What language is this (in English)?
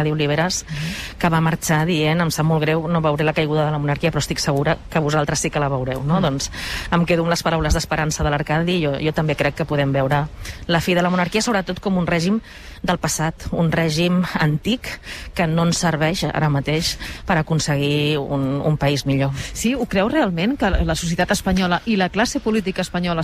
Catalan